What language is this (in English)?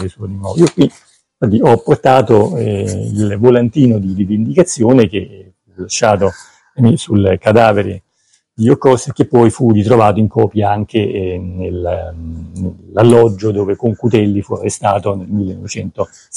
Italian